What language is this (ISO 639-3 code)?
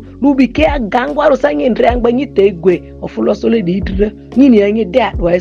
mhi